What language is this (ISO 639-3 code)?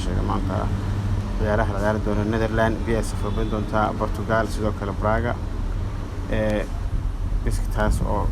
som